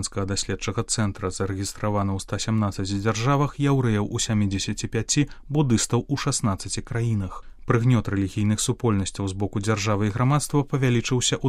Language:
Belarusian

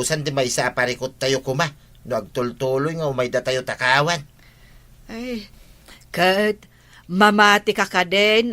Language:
Iloko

